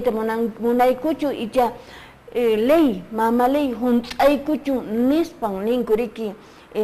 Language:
Quechua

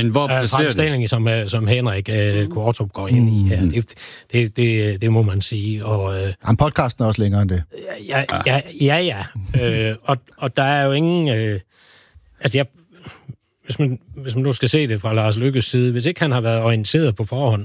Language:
Danish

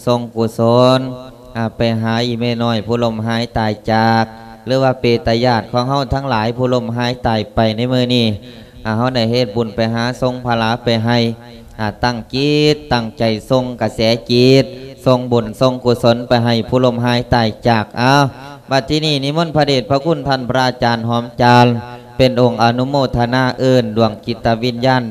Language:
Lao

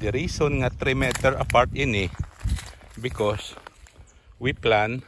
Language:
Hiligaynon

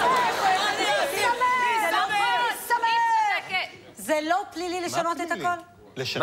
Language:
Hebrew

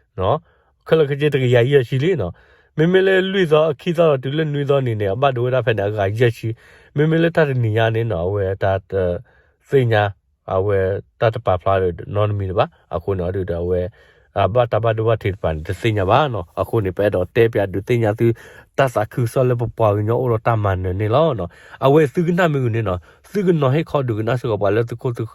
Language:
S'gaw Karen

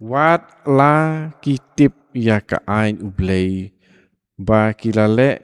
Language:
Khasi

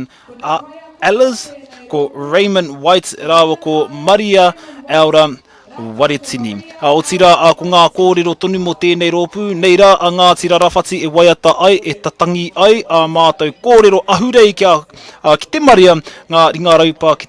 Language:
Māori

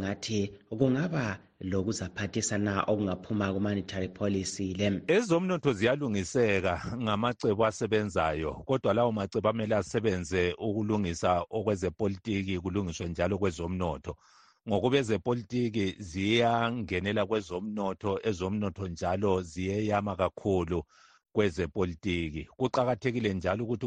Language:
North Ndebele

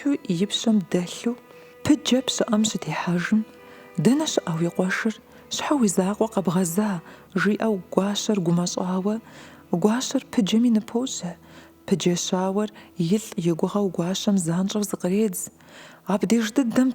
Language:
Kabardian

